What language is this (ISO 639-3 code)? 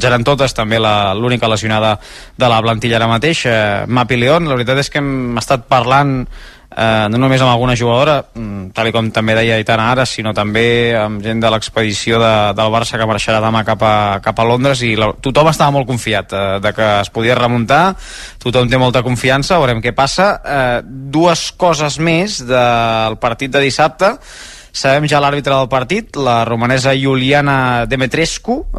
cat